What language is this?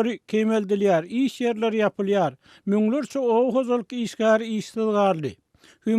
Turkmen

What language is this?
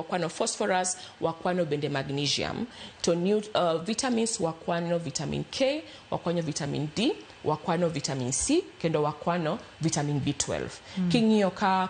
Luo (Kenya and Tanzania)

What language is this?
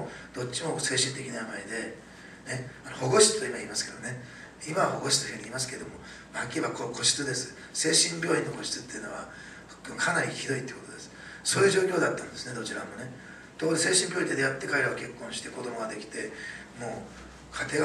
Japanese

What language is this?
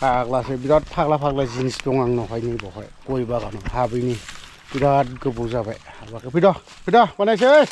Bodo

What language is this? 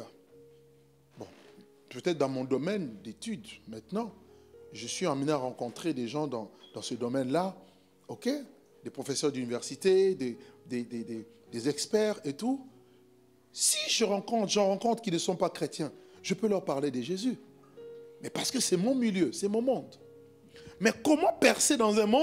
French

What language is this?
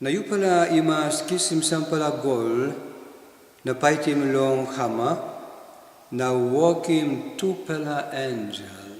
Tok Pisin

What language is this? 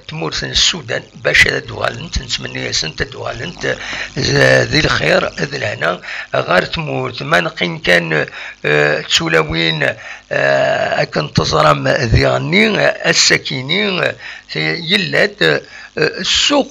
Kabyle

